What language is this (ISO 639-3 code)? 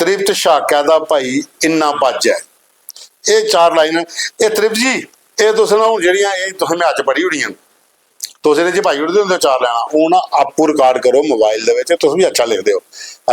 doi